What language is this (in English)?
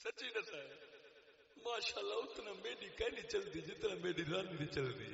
Saraiki